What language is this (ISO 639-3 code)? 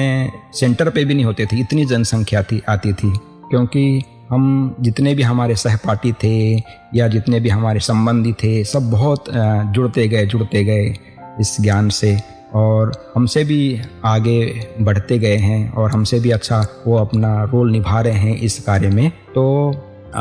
hin